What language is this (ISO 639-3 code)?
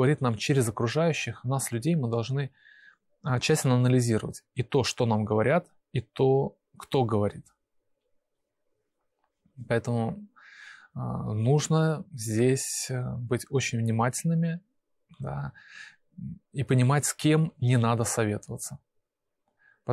rus